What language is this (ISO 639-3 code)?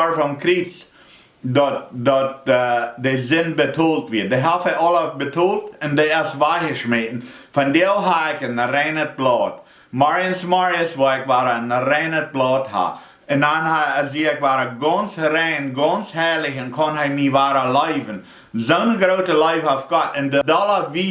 pdt